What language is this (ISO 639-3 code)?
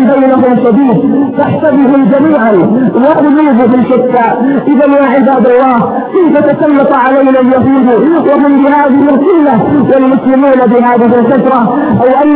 ara